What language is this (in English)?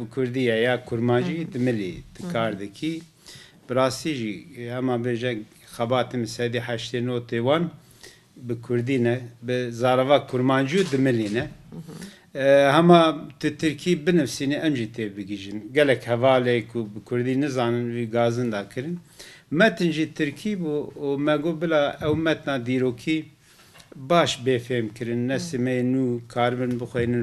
Kurdish